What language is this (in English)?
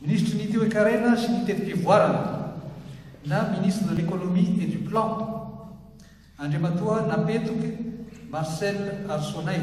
Malagasy